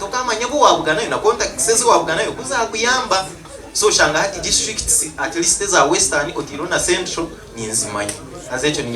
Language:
Nyankole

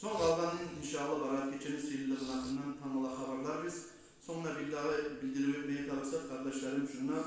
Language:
Kumyk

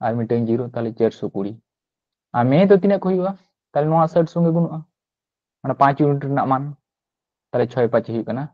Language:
Santali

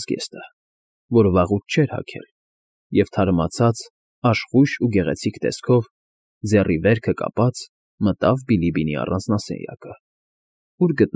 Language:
Armenian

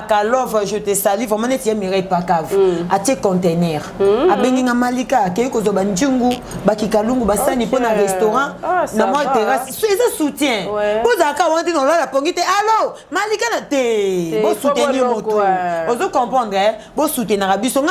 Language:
Lingala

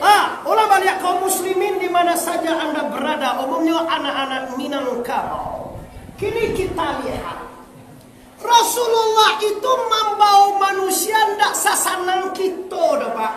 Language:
Minangkabau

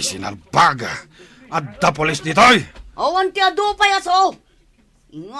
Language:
Iloko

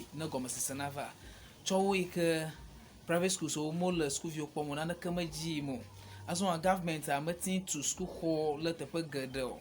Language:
Ewe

